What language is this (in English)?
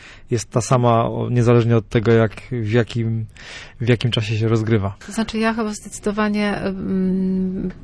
Polish